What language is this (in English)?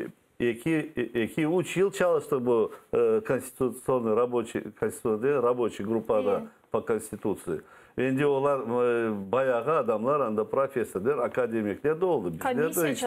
Crimean Tatar